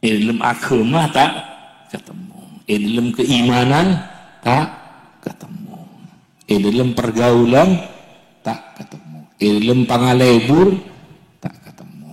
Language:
Madurese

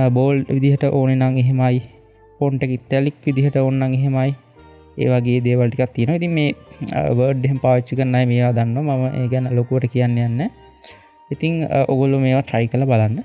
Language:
Sinhala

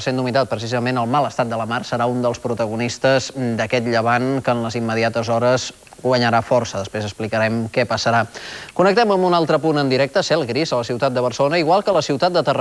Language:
Catalan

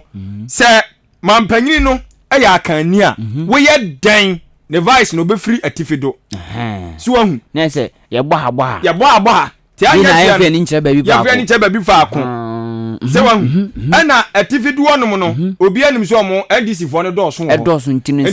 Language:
Akan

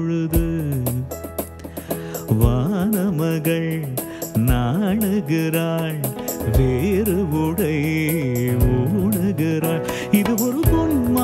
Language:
Tamil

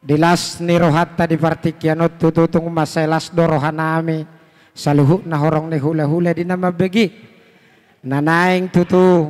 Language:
Batak Toba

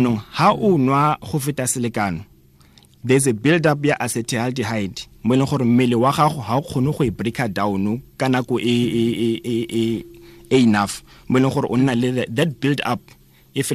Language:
Tswana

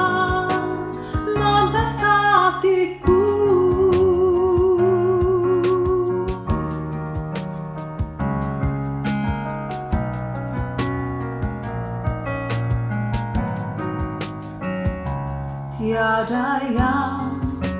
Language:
Indonesian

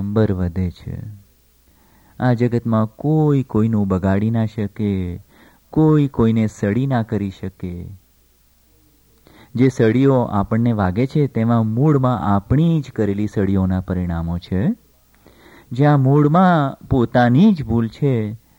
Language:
Gujarati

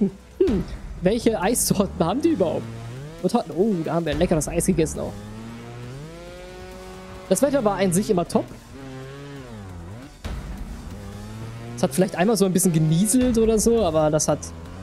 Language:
German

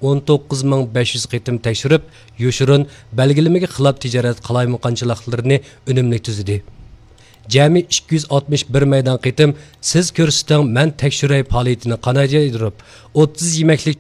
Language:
Uyghur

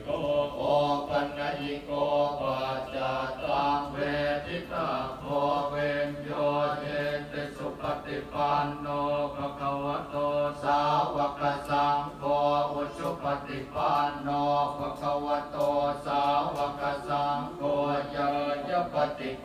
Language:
Pali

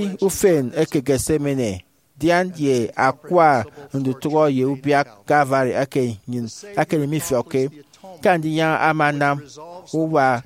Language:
Efik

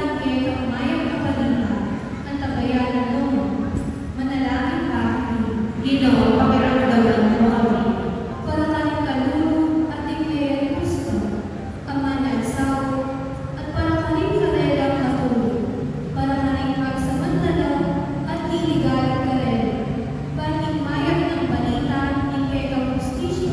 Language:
Pampanga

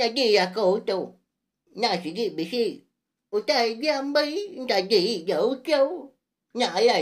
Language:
Iban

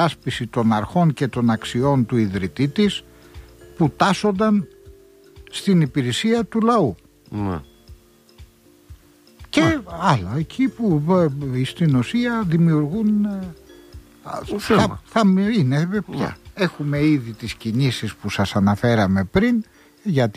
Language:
Greek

